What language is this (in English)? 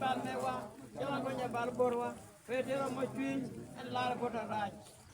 Acoli